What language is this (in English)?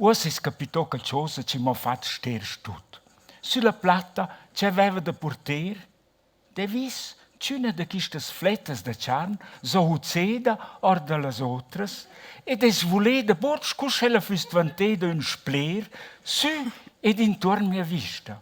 Romansh